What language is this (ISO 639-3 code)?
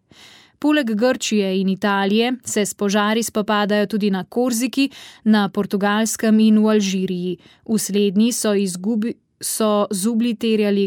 slv